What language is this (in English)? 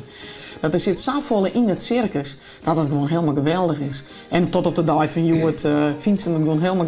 Western Frisian